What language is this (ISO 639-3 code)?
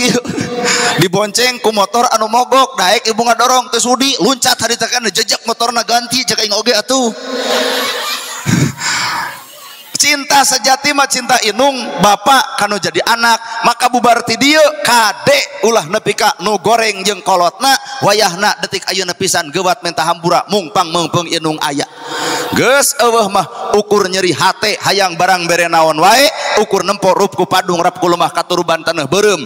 sun